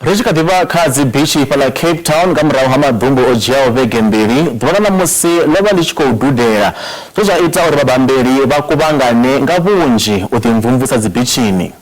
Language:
Venda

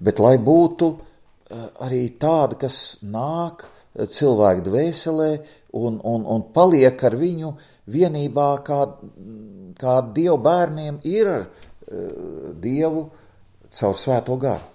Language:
Latvian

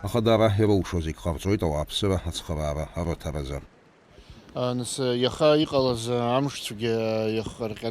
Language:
Abkhazian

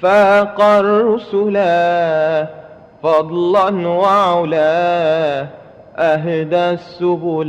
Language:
Madurese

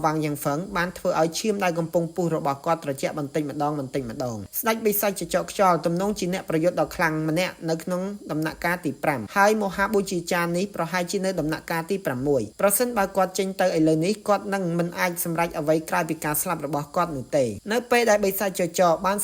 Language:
Khmer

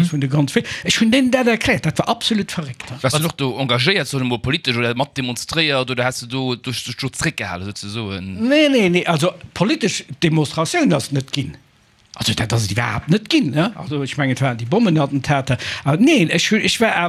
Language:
Luxembourgish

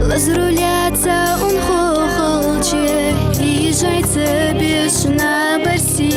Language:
Ingush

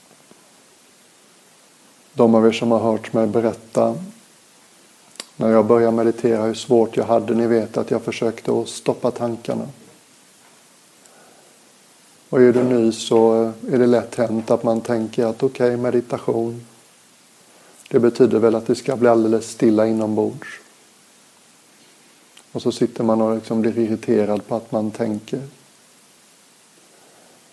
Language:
Swedish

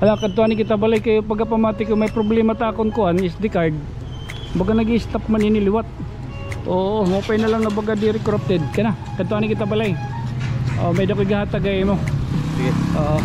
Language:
Waray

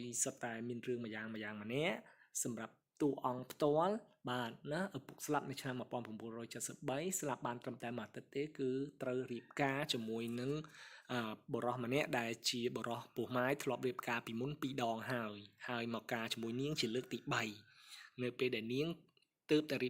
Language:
Khmer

